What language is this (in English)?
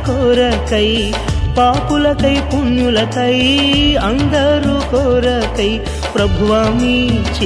Telugu